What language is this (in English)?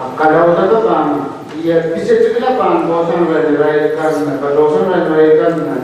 Pohnpeian